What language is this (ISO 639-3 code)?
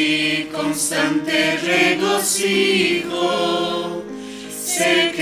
quh